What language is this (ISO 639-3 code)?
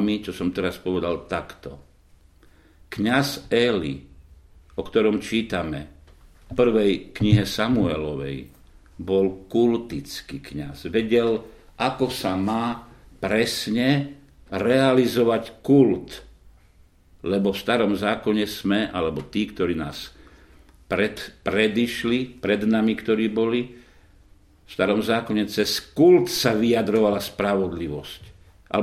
slk